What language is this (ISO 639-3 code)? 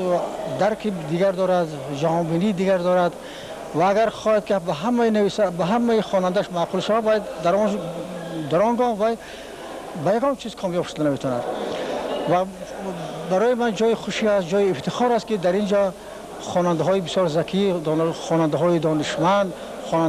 tgk